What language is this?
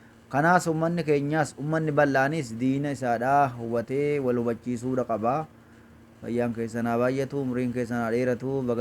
Oromo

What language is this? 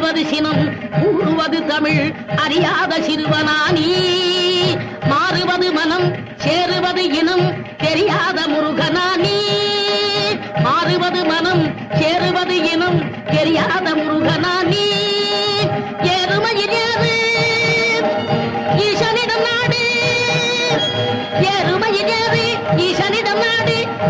Tamil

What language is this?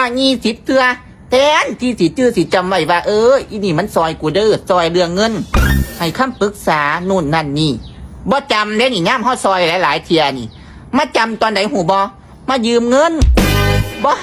Northeastern Thai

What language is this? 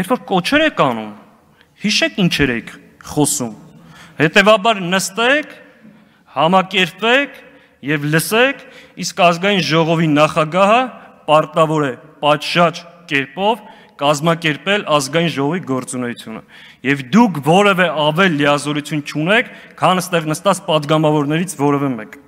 Armenian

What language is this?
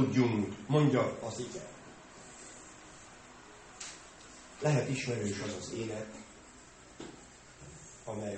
Hungarian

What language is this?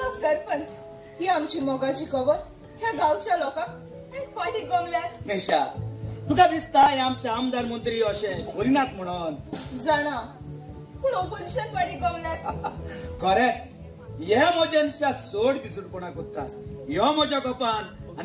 Konkani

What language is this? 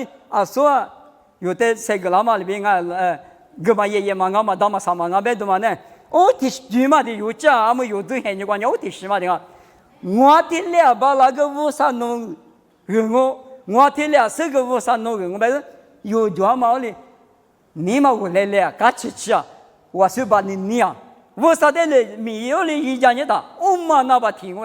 Lisu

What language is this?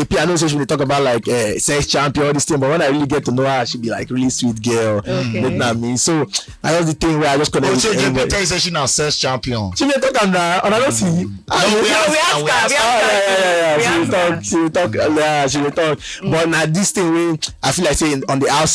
Nigerian Pidgin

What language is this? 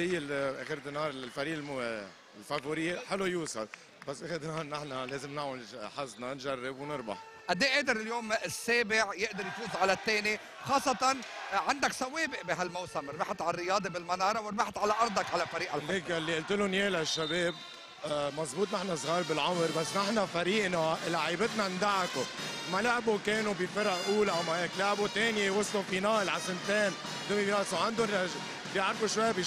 North Levantine Arabic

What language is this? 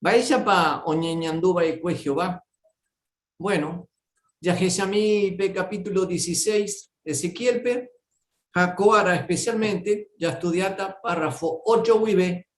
Guarani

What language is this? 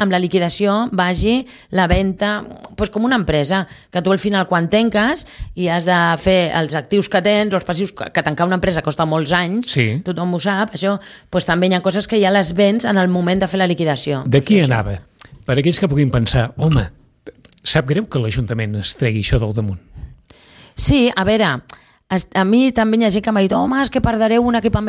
Catalan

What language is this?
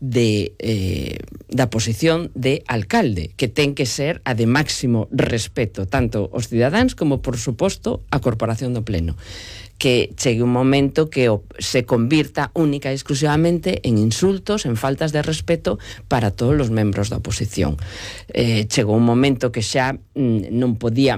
Galician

